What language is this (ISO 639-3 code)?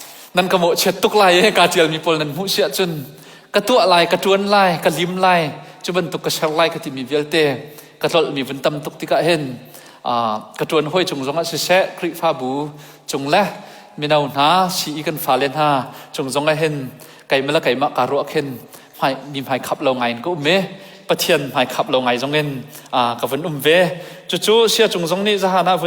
cnh